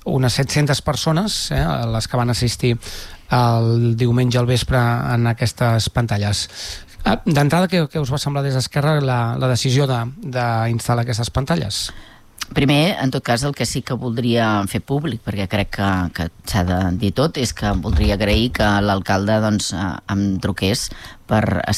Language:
Catalan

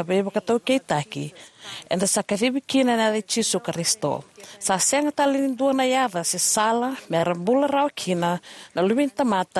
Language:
Fijian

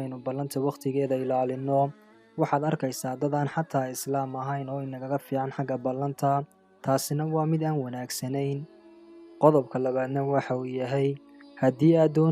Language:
Somali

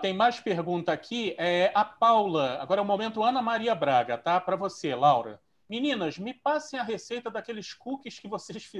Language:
Portuguese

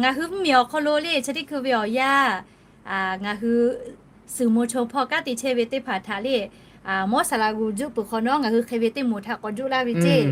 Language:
Lahu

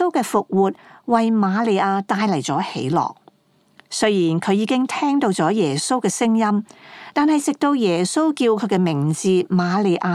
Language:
Cantonese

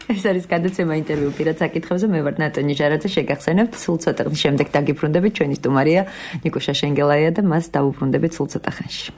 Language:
Georgian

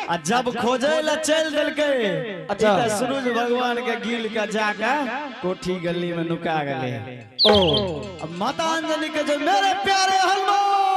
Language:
Angika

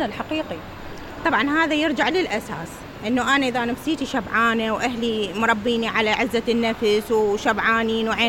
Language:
Mesopotamian Arabic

